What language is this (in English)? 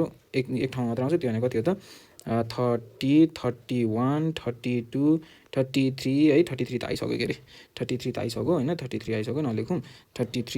Nepali